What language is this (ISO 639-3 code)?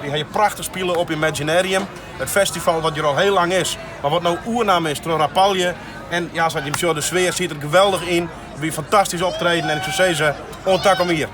fry